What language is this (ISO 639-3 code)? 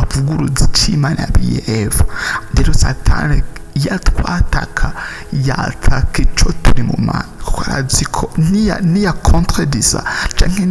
run